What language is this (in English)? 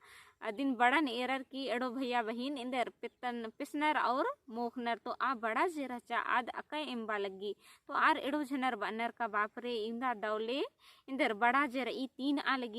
Kurukh